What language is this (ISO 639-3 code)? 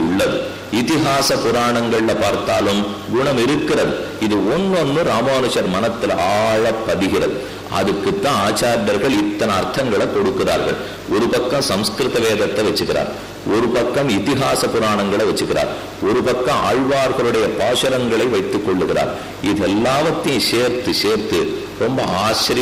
tam